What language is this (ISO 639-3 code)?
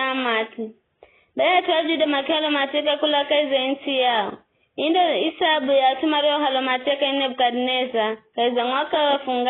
nyf